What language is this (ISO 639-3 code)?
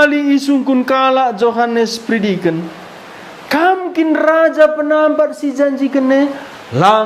btx